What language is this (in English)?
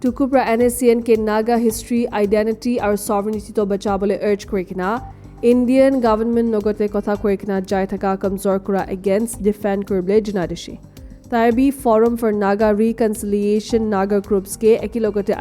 Naga Pidgin